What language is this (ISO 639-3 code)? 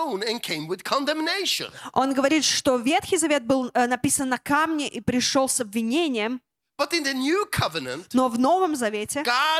rus